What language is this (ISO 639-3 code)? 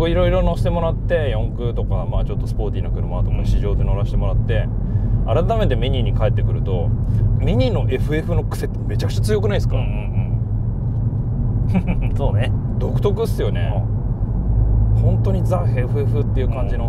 jpn